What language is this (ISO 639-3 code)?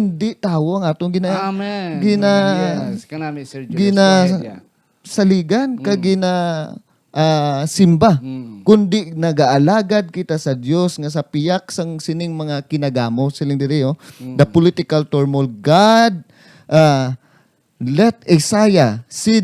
hil